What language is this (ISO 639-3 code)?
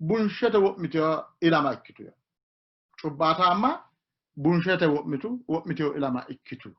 sid